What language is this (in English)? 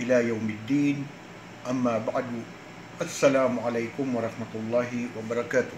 Maranao